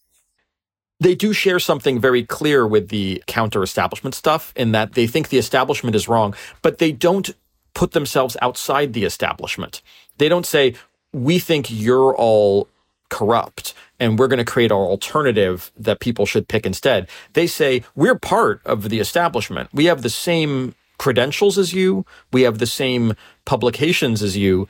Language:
English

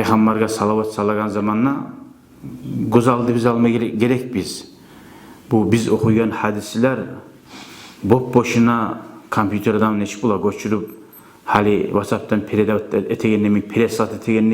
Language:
Kumyk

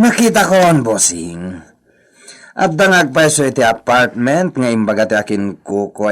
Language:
Iloko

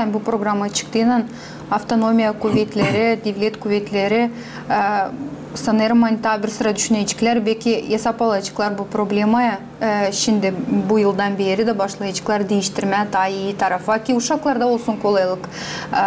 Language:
Gagauz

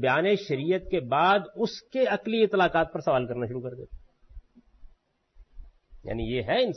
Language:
Urdu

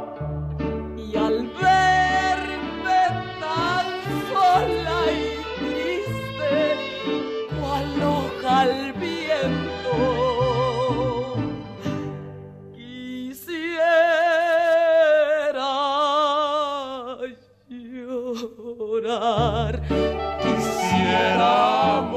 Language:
Spanish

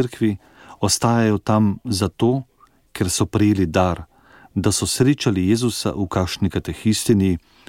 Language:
Slovenian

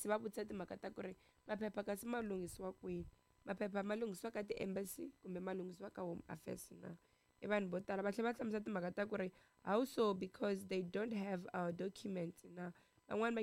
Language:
Tsonga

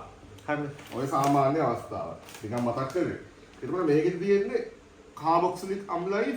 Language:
Sinhala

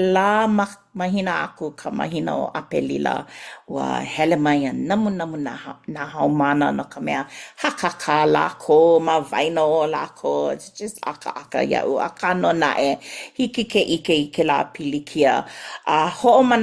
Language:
Hawaiian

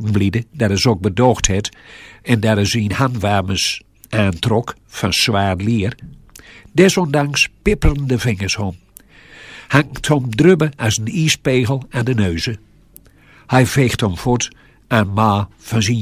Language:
Gronings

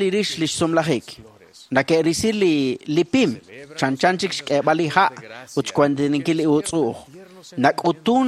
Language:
Kekchí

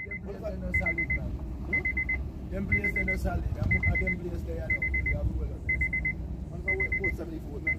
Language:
Jamaican Creole English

